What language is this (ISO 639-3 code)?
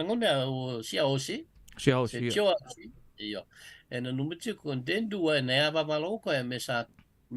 fij